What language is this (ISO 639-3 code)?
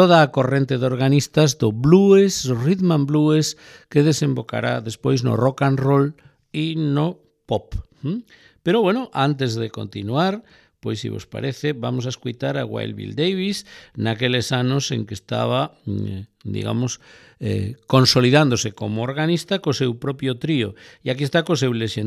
glg